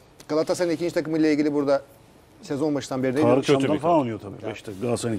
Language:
Turkish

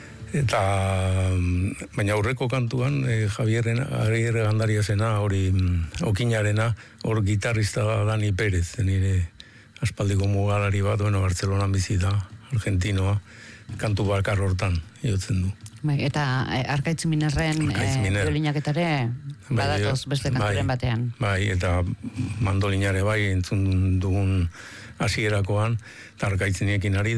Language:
Basque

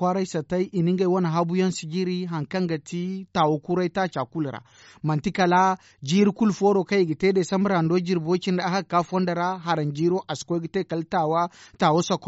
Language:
Zarma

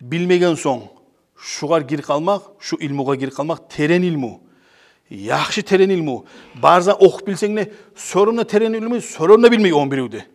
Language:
Kumyk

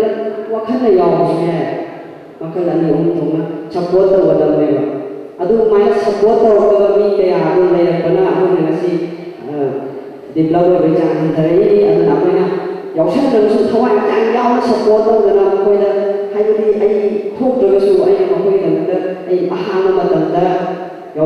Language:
Manipuri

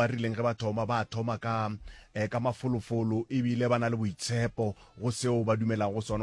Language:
Northern Sotho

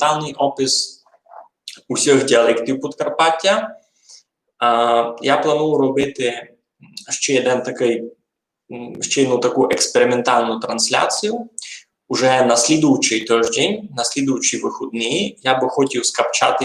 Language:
Rusyn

